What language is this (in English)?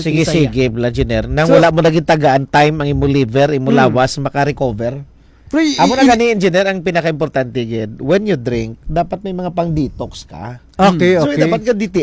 Hiligaynon